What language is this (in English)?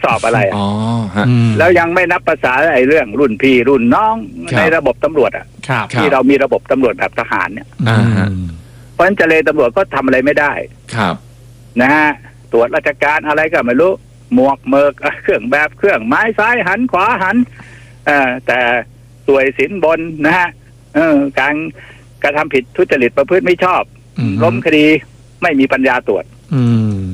Thai